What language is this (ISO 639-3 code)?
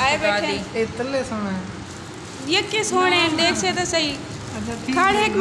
skr